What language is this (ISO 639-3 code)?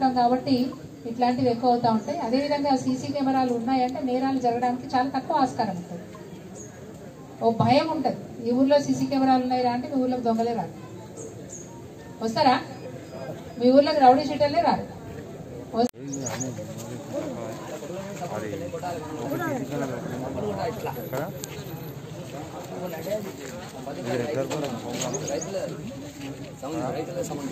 tel